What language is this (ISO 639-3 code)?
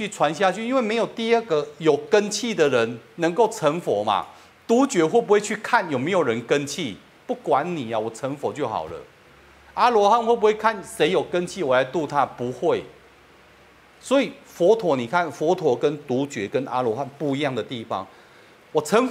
zho